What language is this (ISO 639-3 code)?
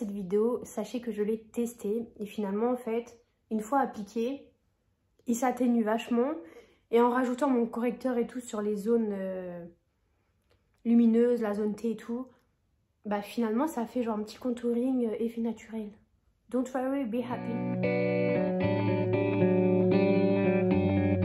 fra